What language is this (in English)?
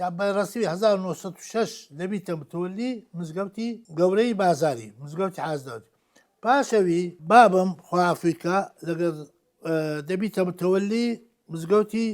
Central Kurdish